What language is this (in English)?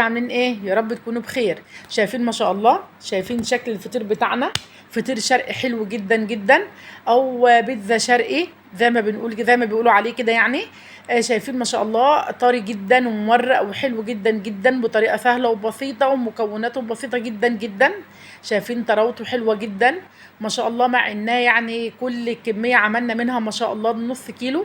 Egyptian Arabic